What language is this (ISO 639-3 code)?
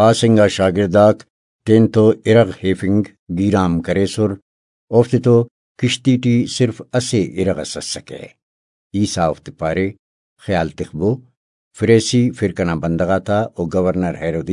brh